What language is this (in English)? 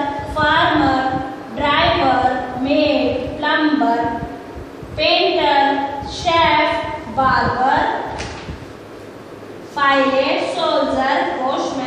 Hindi